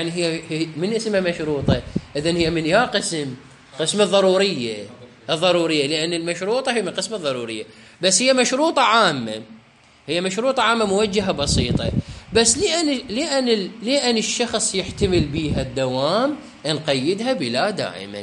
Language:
Mesopotamian Arabic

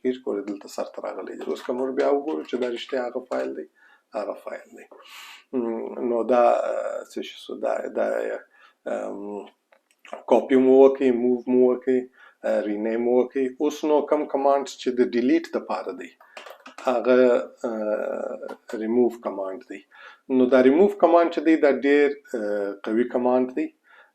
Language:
Pashto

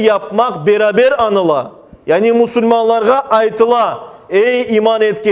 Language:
Crimean Tatar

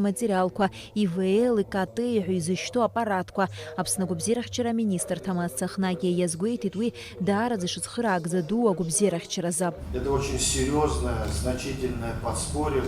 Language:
Abkhazian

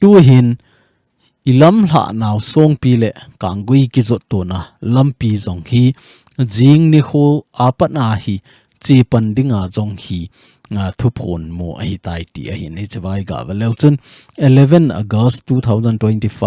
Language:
Thado Chin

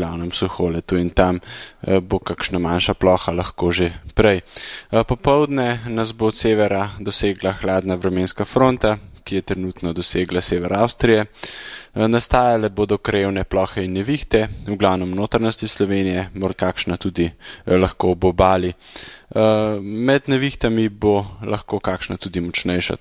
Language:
Slovenian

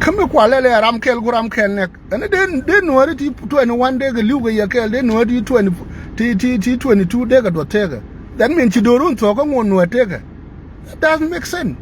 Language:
Nuer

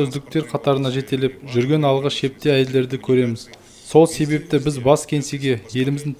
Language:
Kazakh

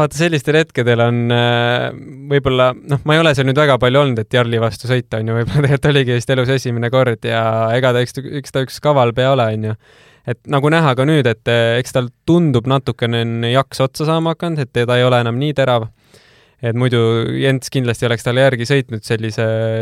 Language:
Estonian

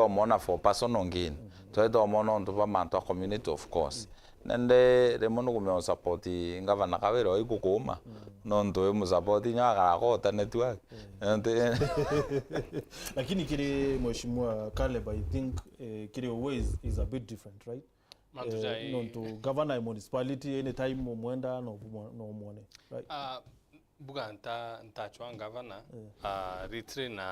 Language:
Meru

